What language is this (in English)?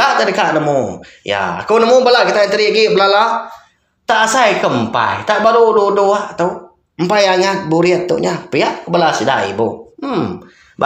Iban